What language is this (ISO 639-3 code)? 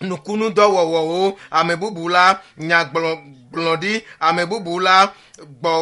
ewe